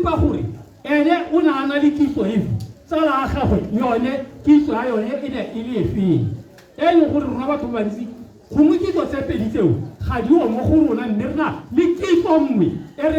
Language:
Tswana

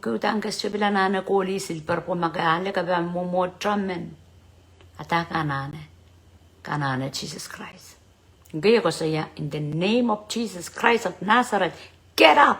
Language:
Pohnpeian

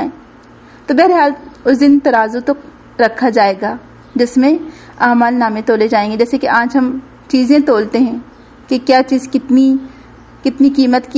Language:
Urdu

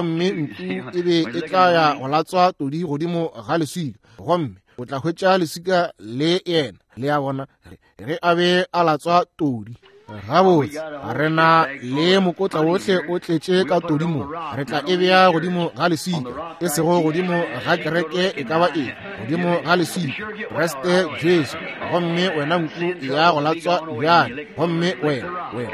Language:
Northern Sotho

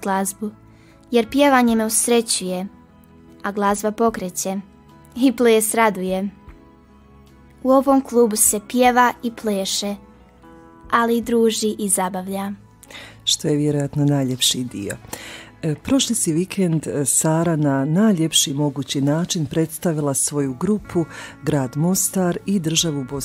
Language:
Croatian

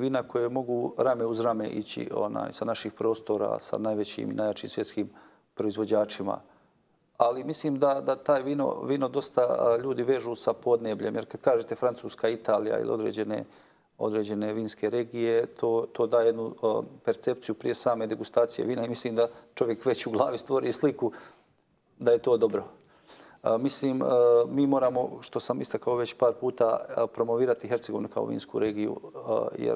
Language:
Bosnian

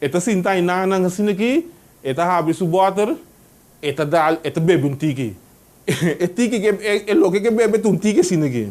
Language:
Papiamento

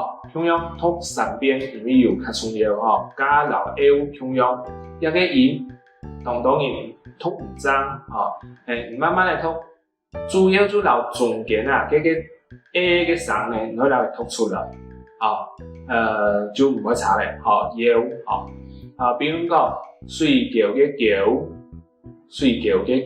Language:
Hakka Chinese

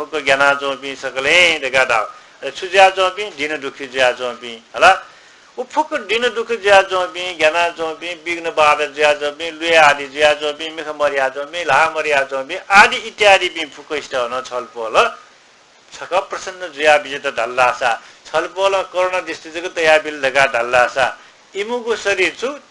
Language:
Newari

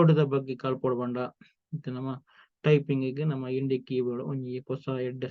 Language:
Tulu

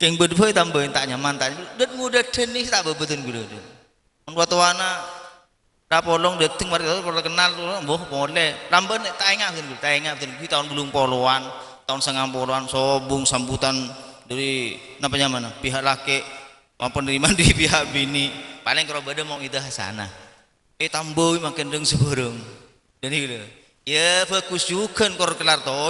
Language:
Madurese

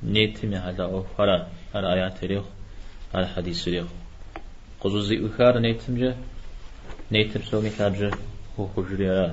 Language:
Kabardian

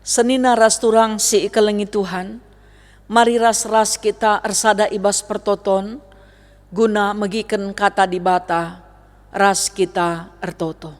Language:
Batak Karo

